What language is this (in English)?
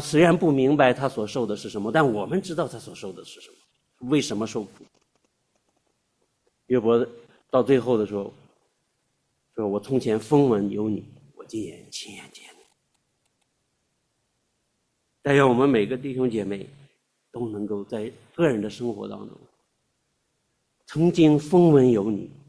Chinese